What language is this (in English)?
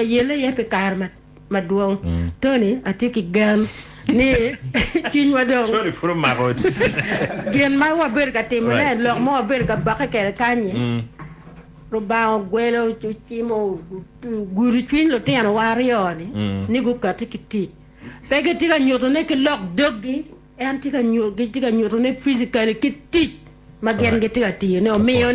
Acoli